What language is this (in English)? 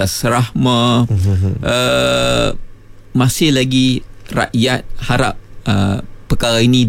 Malay